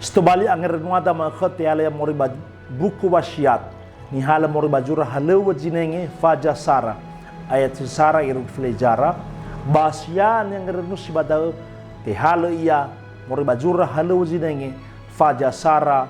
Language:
Nias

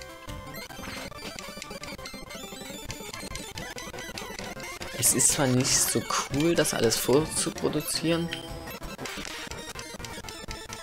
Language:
German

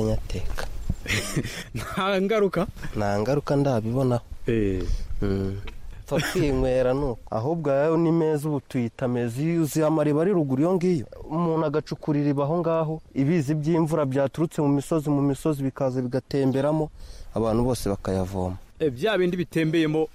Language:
Kinyarwanda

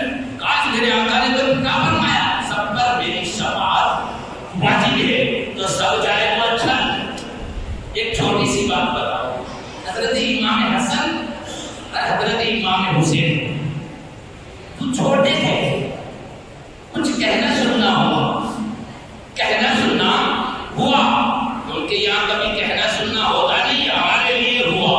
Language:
Urdu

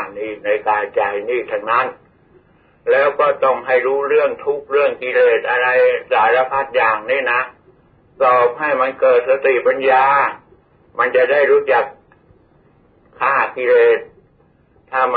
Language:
Thai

